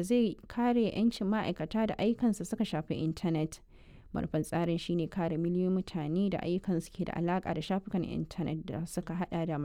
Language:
Hausa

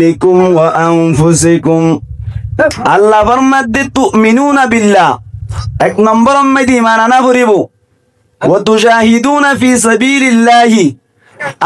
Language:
Rohingya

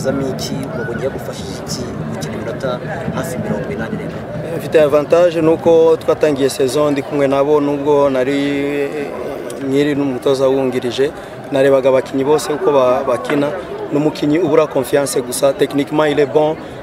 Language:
Kinyarwanda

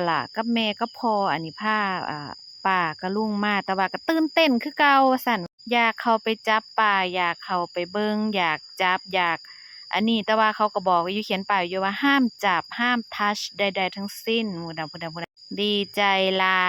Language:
Lao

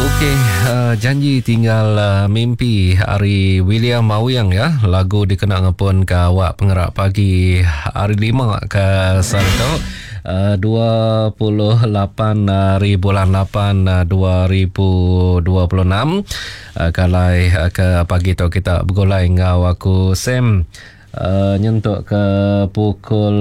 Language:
Iban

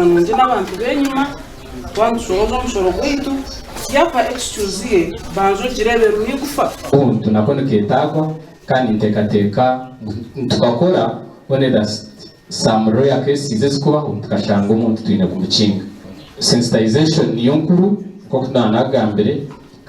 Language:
Nyankole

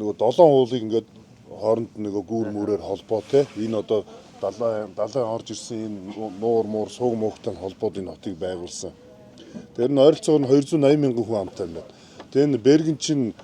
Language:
Mongolian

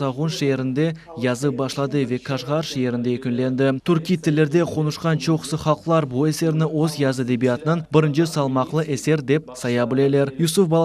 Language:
Crimean Tatar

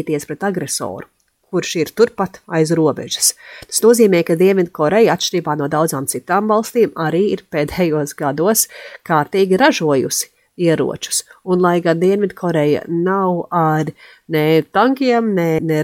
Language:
Latvian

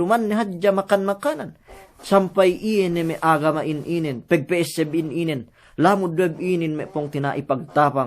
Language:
Yakan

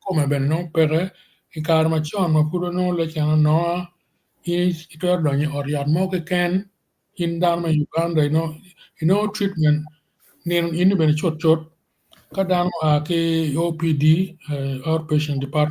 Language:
Acoli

